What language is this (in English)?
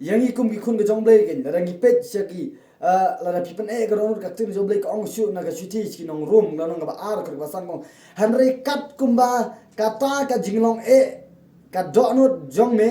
Khasi